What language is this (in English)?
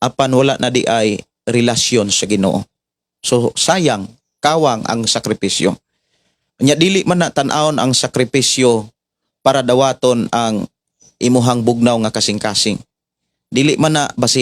Cebuano